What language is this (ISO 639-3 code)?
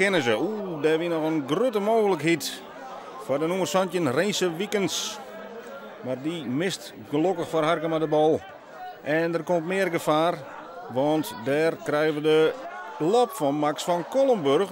fry